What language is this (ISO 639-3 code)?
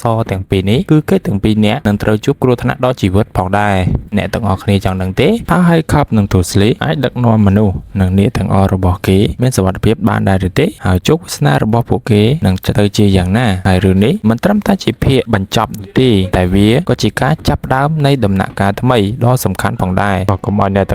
khm